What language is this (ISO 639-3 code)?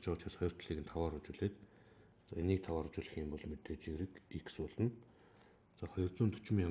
mon